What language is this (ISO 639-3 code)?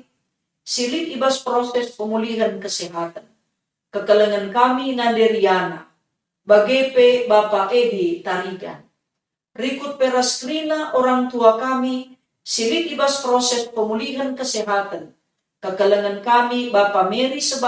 btx